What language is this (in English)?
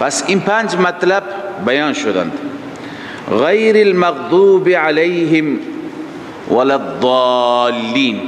Persian